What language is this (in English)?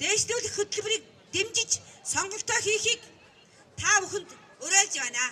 Mongolian